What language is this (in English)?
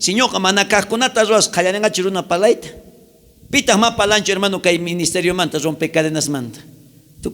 South Bolivian Quechua